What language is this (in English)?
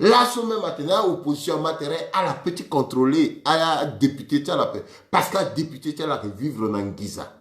Sango